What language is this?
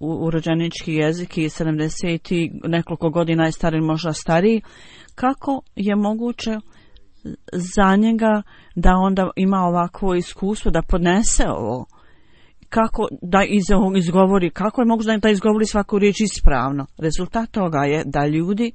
Bosnian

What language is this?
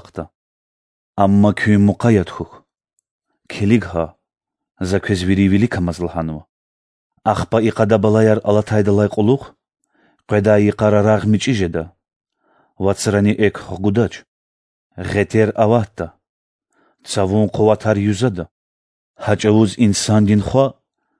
Lezghian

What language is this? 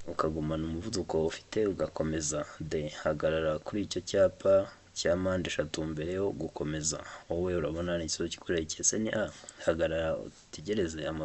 Kinyarwanda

